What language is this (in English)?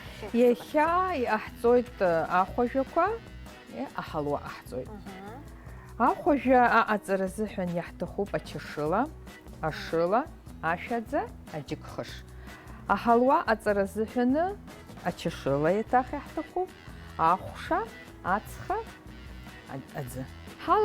Abkhazian